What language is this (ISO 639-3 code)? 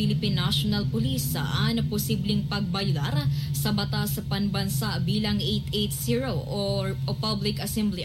bik